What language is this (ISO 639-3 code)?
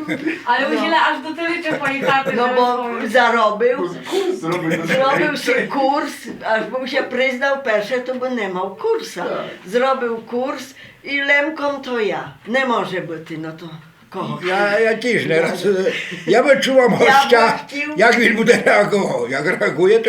rue